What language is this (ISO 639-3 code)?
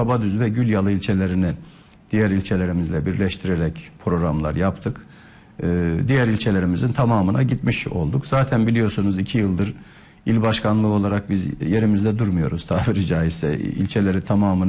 tur